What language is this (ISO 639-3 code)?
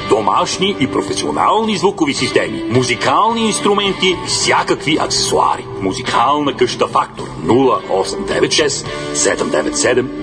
bul